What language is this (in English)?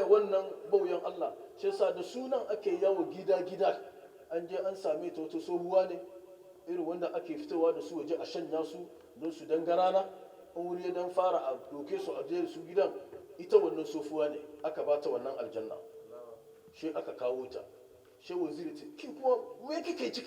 Hausa